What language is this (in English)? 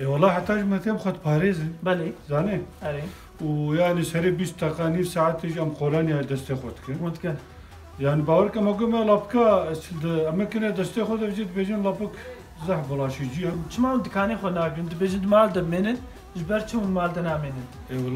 Kurdish